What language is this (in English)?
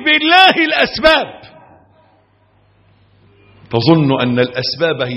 Arabic